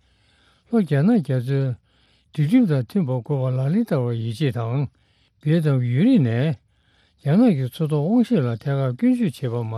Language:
Tibetan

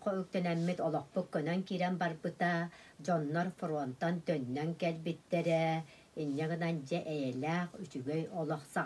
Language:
Yakut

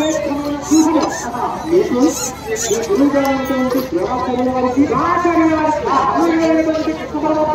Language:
Telugu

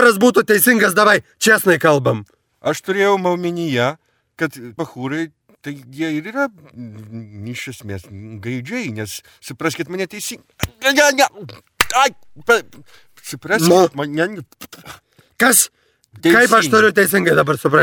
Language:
Lithuanian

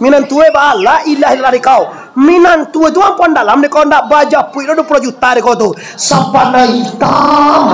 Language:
Minangkabau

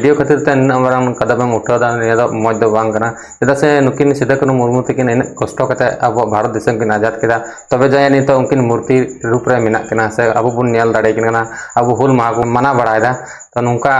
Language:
Santali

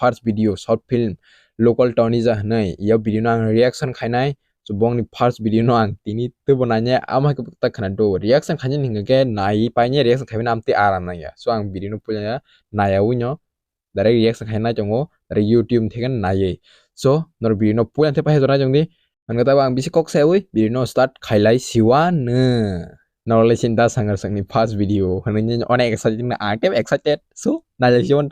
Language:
Kok Borok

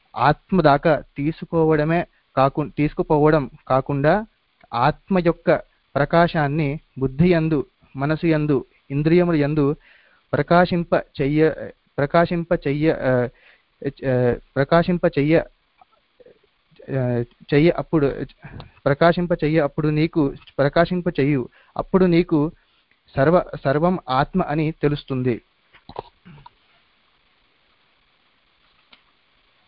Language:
Telugu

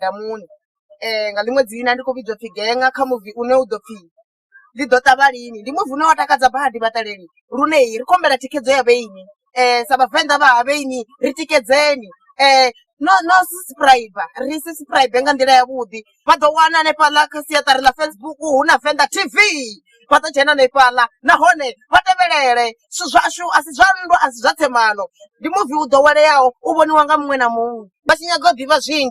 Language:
Venda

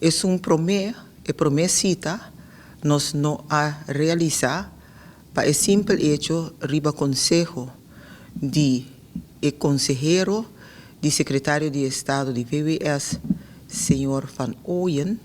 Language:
Papiamento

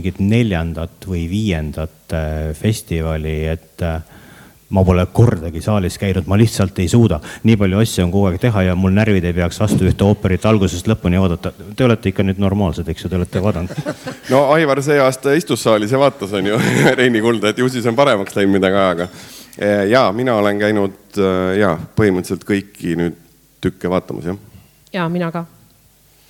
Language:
Estonian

